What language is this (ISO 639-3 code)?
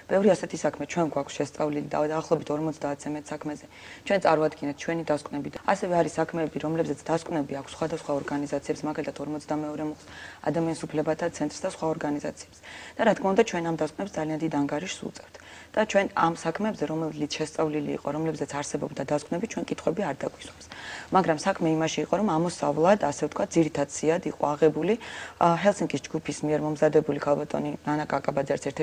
kat